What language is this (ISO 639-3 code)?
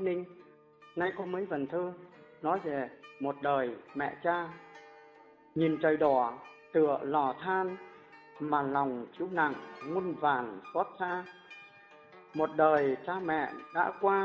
vie